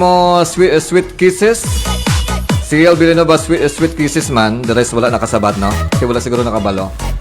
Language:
Hiligaynon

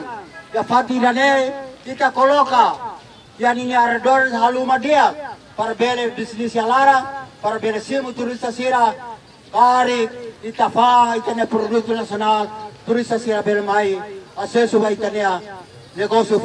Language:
Tetum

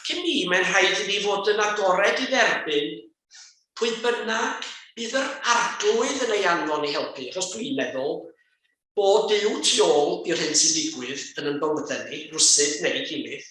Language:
Welsh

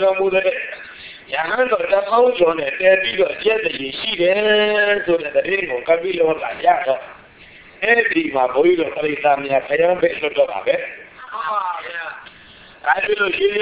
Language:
Burmese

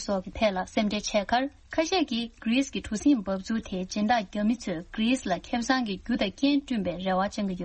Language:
Tibetan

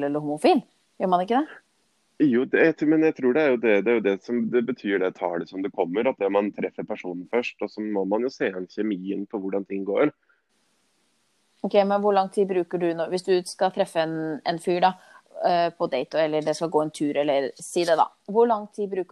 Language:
Norwegian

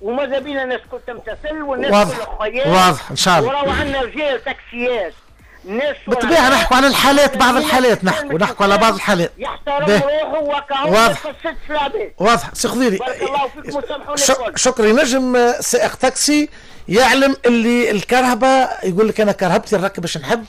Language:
Tunisian Arabic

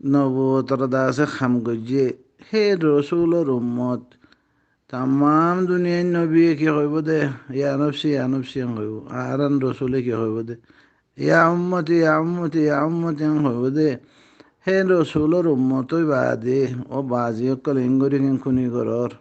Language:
Rohingya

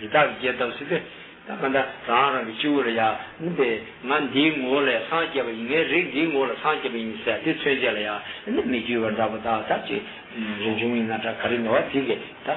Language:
Tibetan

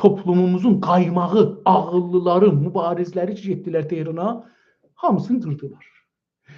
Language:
South Azerbaijani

